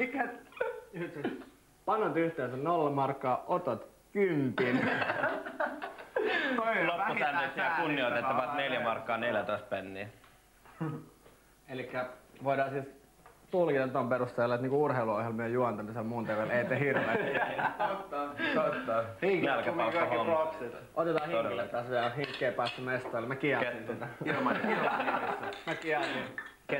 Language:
Finnish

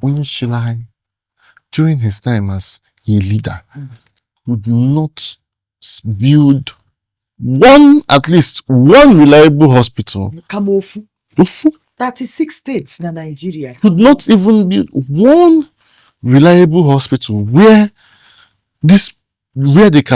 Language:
Igbo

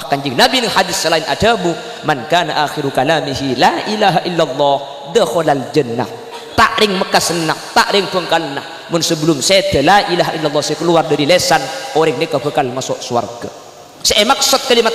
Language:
Madurese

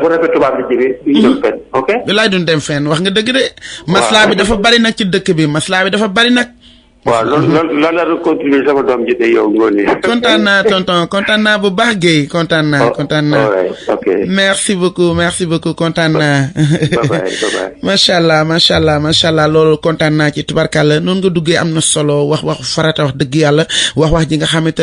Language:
Wolof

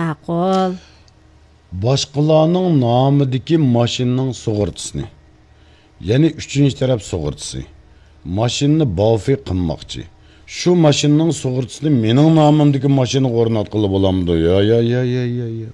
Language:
Uyghur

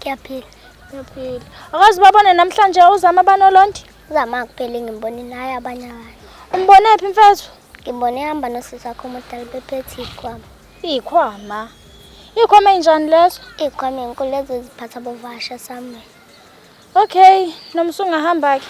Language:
Zulu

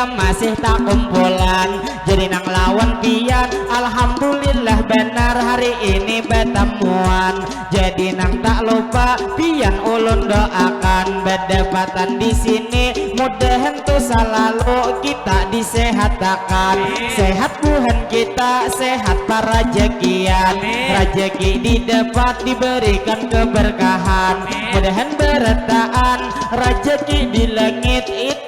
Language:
Banjar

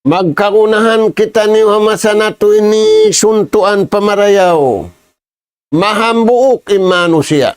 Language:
Tausug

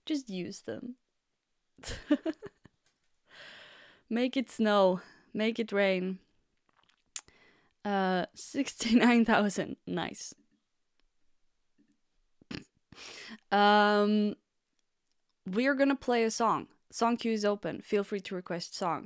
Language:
English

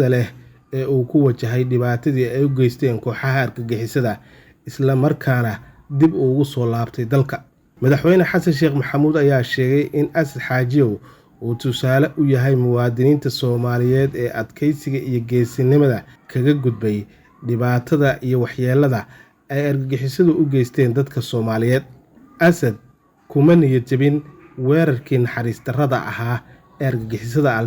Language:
Somali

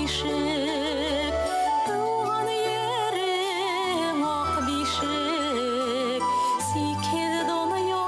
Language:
Bashkir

